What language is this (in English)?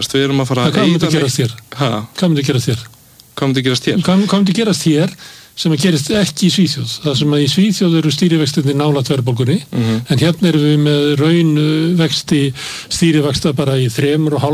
Icelandic